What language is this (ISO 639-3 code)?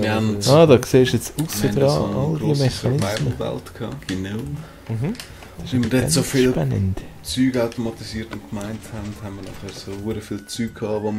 gsw